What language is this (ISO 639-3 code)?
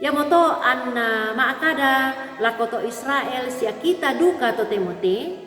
sda